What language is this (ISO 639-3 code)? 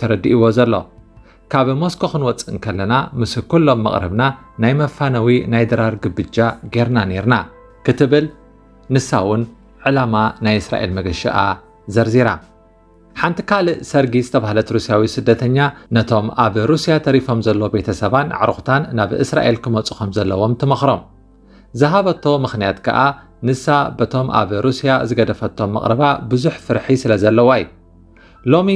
tir